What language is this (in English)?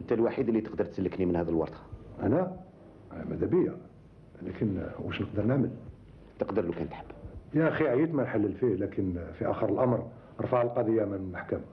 Algerian Arabic